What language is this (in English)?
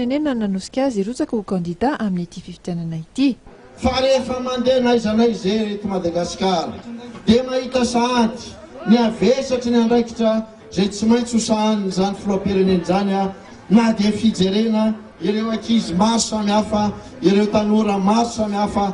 Malagasy